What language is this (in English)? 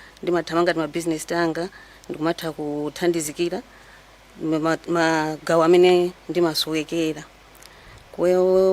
Nyanja